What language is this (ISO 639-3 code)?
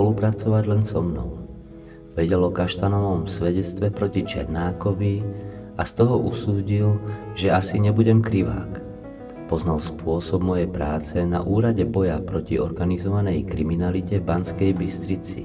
slk